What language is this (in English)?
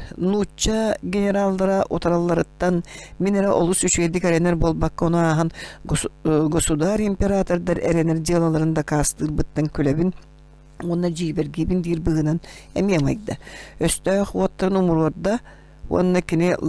Yakut